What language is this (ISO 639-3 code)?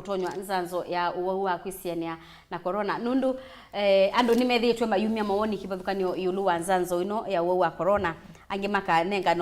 kam